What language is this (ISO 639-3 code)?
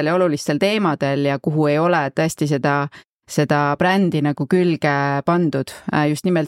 est